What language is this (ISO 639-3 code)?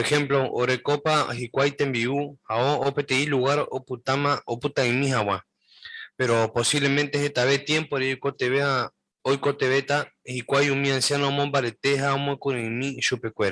grn